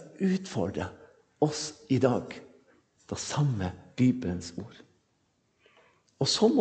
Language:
Norwegian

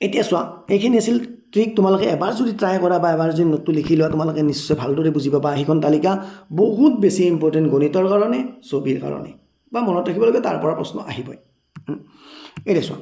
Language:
Assamese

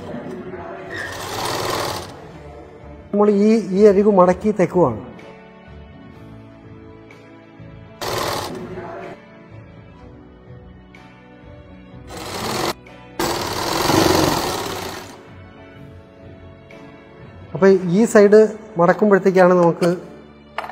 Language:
Malayalam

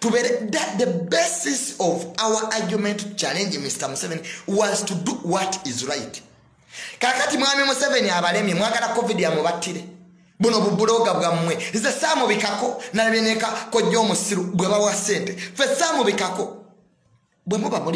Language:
Ganda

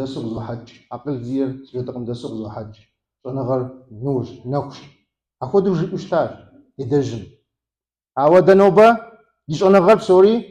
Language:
Kabardian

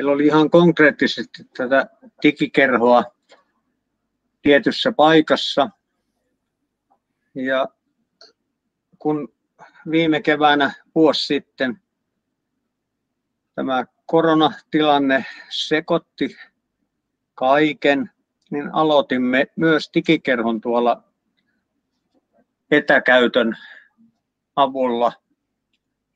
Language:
Finnish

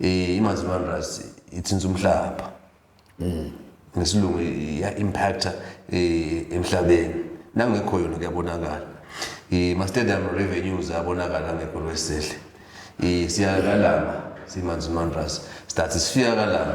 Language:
Swati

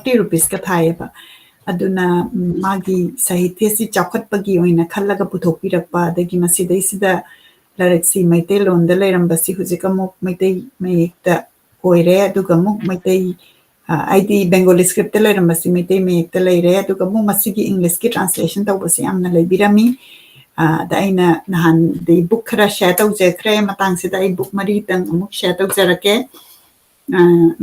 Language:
Manipuri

